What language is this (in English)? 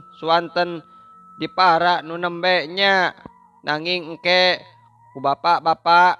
Sundanese